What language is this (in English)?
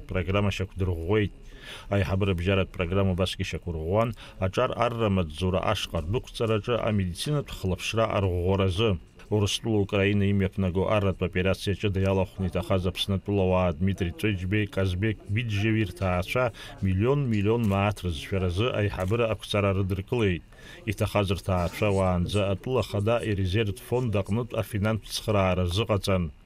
Abkhazian